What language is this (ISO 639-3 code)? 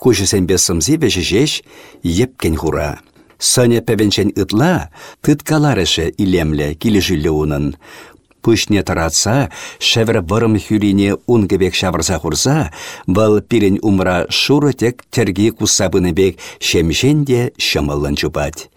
chv